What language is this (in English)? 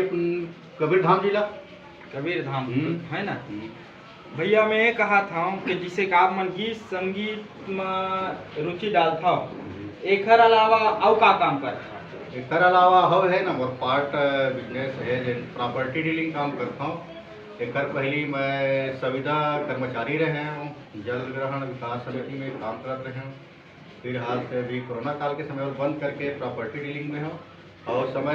Chhattisgarhi